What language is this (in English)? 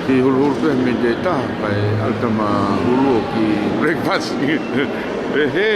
Tongan